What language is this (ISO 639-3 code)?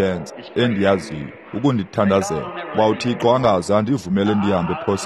xho